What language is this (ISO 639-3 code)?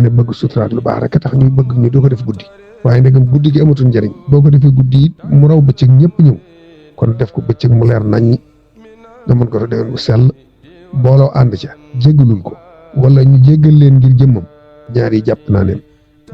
wol